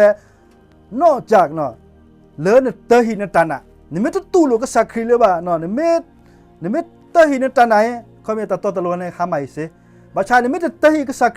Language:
S'gaw Karen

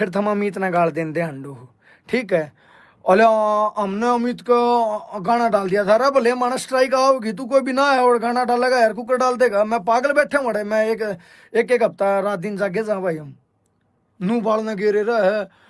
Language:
Haryanvi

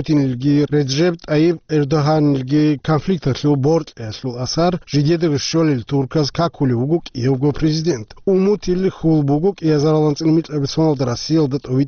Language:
Avaric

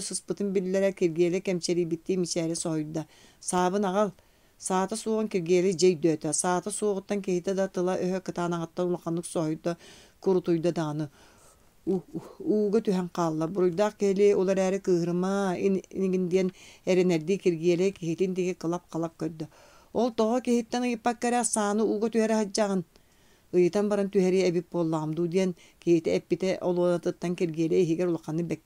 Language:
Yakut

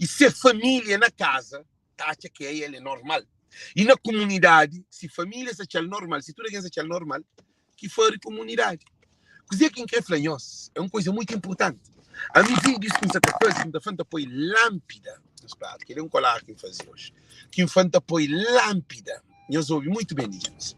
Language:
Kabuverdianu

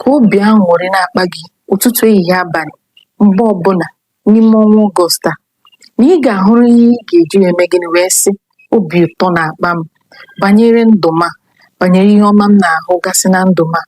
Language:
Igbo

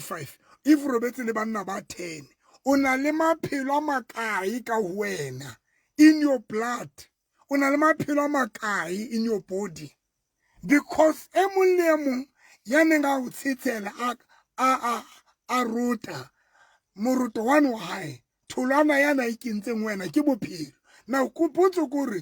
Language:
Southern Sotho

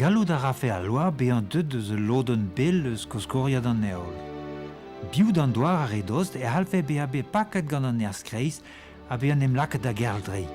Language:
Breton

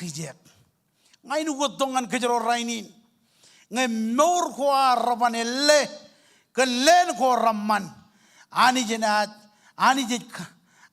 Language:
Marshallese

